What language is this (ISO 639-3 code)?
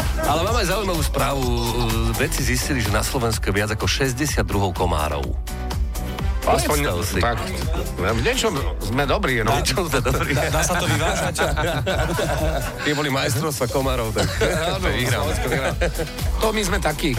slk